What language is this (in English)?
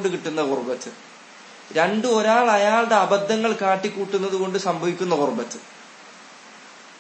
Malayalam